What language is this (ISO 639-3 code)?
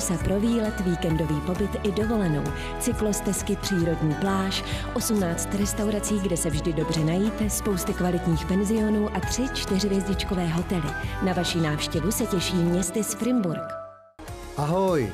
ces